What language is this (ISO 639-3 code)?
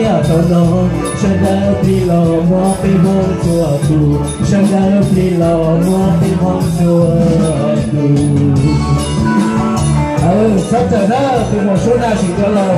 vie